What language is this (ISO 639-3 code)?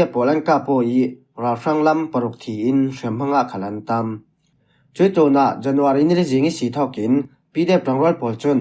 cfm